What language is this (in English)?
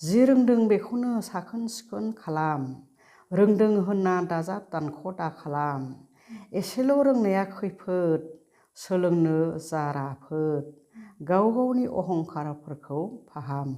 Bodo